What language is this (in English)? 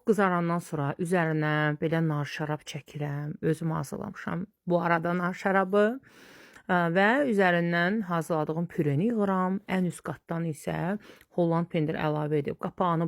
Azerbaijani